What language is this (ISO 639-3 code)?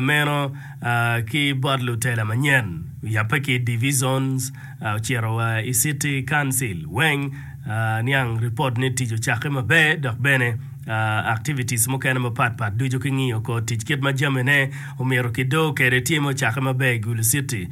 ach